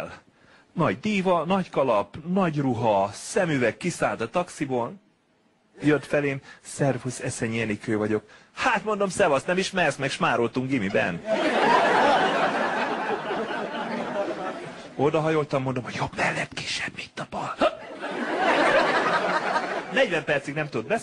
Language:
Hungarian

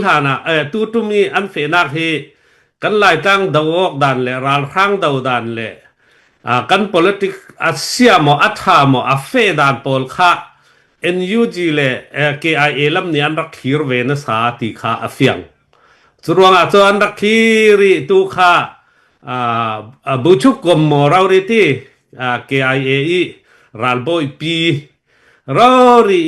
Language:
Falam Chin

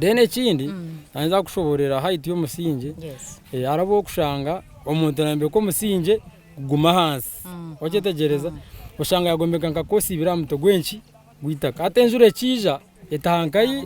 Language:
Nyankole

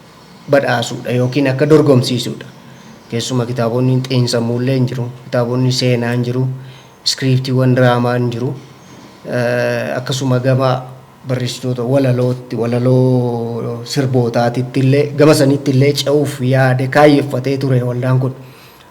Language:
Oromo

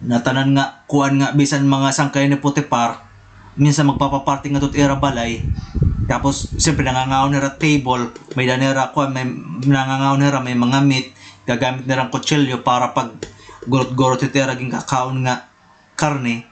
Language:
Waray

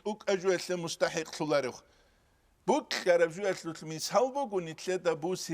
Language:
Avaric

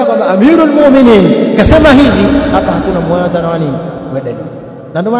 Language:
Swahili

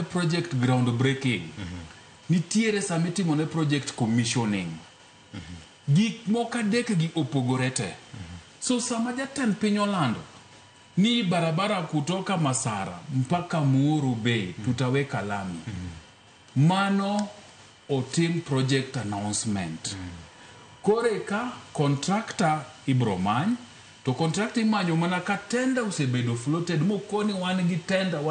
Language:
Luo (Kenya and Tanzania)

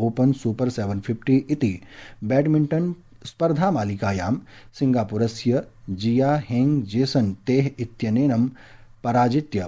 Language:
Sanskrit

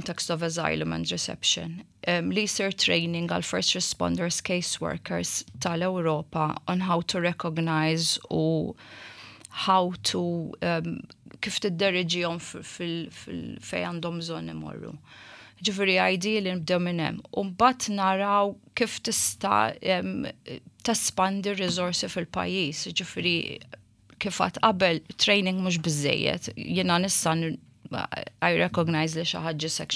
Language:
Maltese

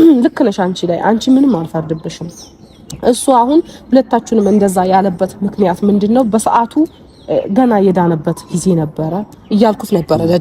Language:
Amharic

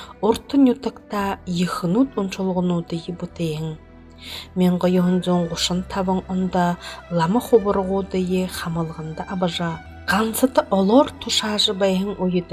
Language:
Buriat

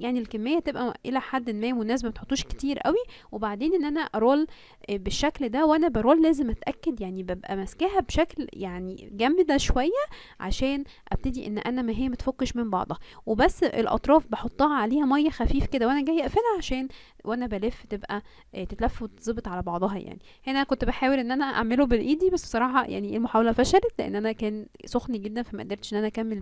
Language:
Egyptian Arabic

